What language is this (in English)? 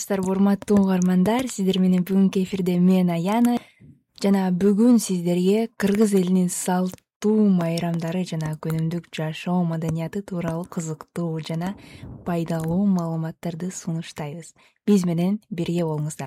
Kyrgyz